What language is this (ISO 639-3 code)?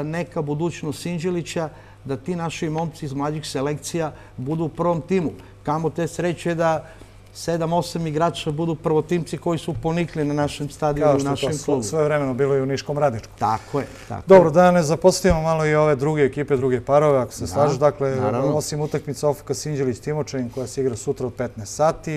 srp